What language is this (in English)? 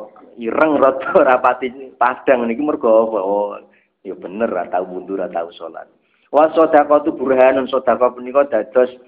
Javanese